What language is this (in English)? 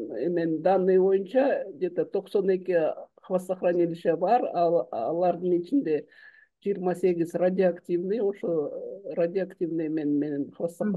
Kyrgyz